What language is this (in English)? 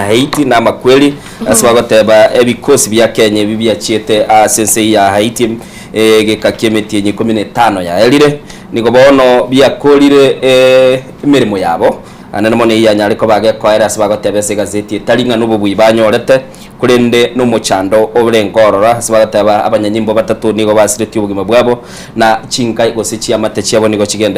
Gusii